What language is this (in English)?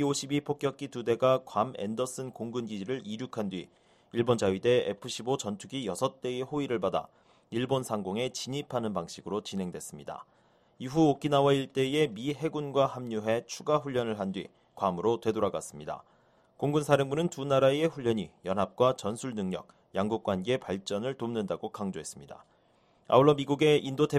Korean